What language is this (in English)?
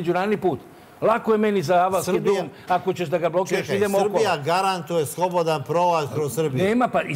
Serbian